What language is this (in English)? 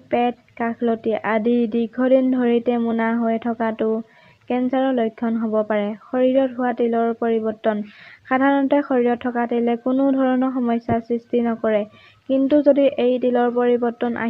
Assamese